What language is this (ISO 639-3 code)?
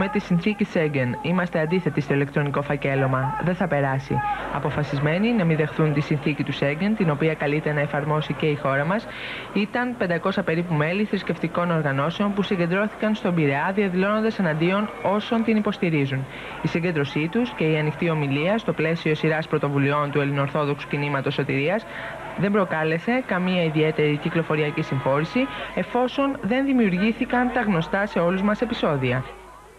ell